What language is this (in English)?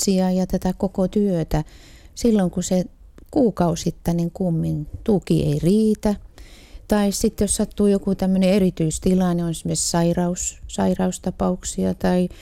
Finnish